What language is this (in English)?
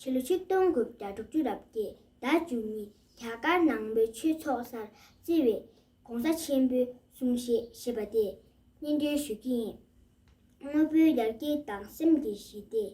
Tibetan